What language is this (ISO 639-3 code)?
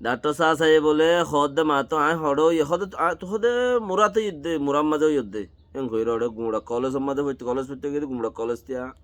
rhg